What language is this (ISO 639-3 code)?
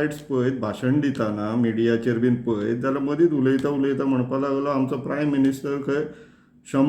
kok